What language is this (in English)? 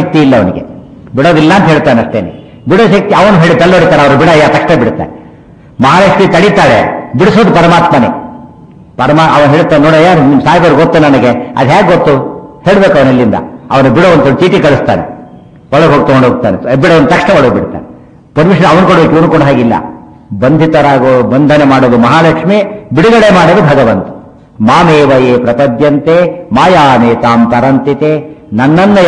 Kannada